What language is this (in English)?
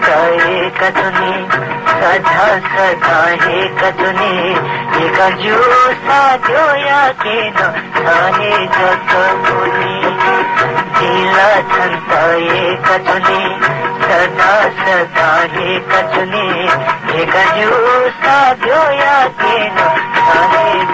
Newari